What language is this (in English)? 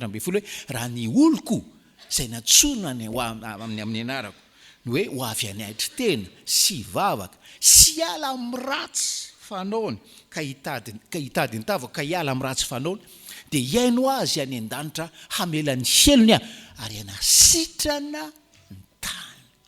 Malagasy